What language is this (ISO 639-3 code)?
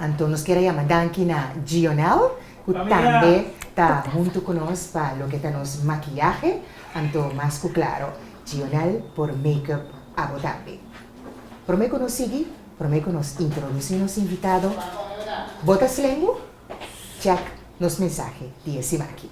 pap